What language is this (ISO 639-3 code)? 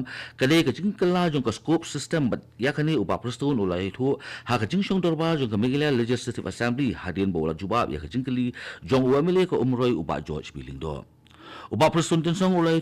kha